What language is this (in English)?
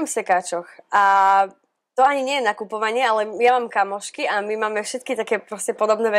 Slovak